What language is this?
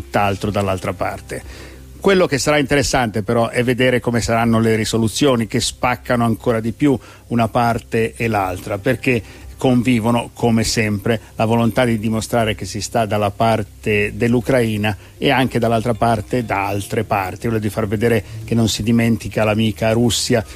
Italian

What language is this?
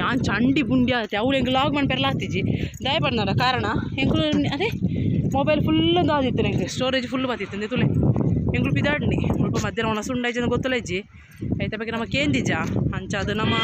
Tulu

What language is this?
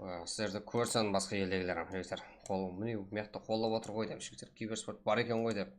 Kara-Kalpak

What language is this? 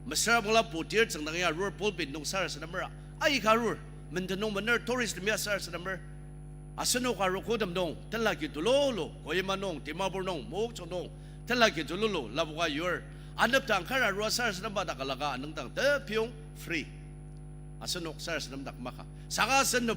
Ao Naga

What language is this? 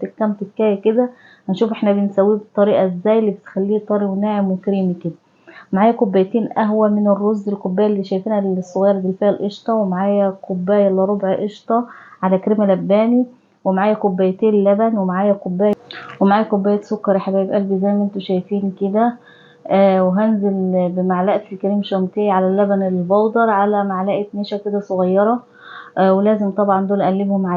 Egyptian Arabic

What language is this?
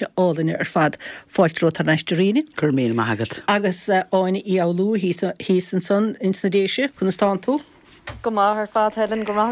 Irish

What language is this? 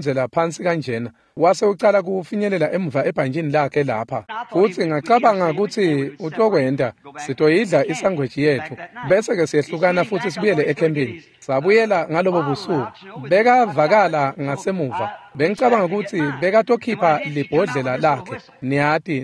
Swati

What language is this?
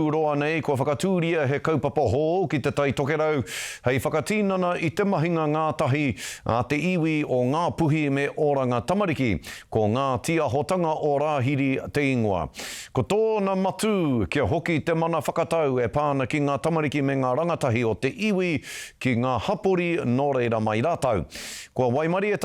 Māori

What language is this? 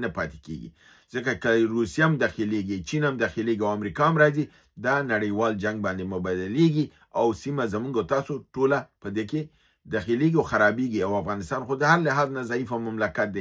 Pashto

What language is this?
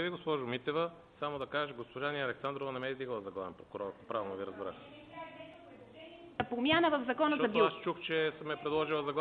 Bulgarian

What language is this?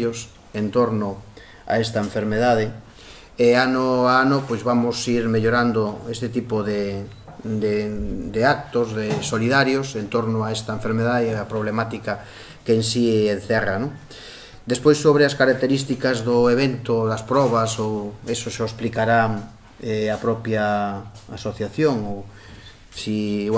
Galician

